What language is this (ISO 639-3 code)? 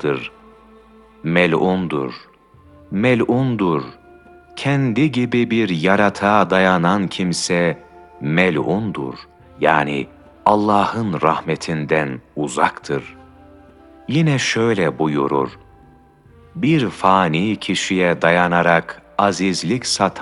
tur